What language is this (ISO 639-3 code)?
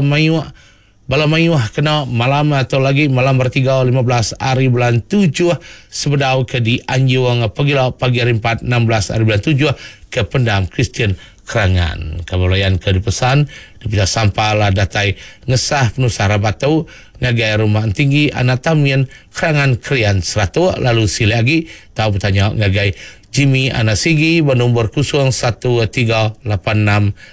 iba